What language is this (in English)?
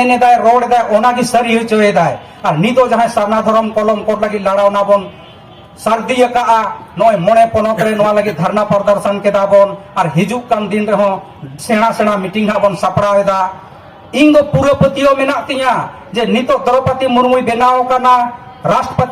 Santali